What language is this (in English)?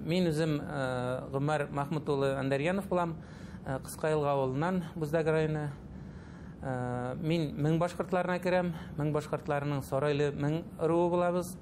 Bashkir